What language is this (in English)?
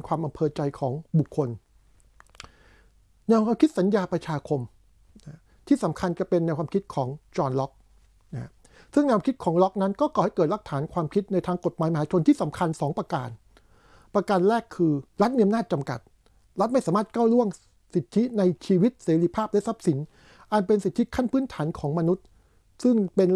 Thai